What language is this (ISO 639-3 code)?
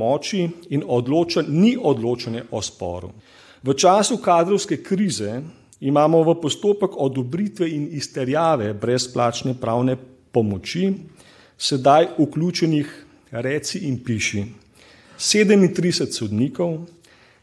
slv